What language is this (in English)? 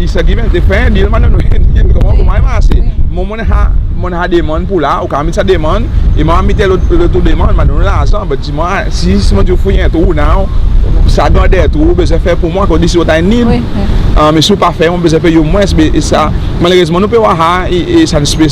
Seselwa Creole French